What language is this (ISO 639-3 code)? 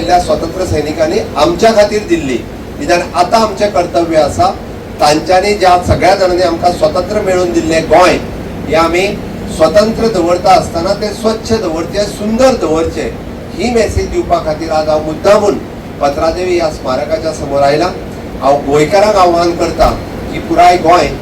kok